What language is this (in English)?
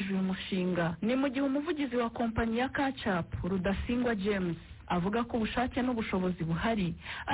Kinyarwanda